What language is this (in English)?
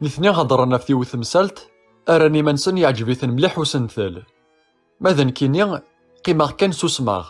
Kabyle